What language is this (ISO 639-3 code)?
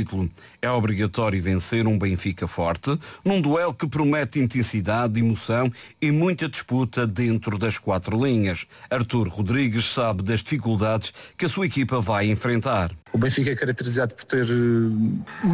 por